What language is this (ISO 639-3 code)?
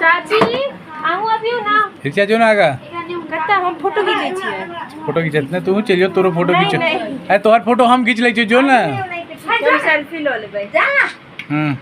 mai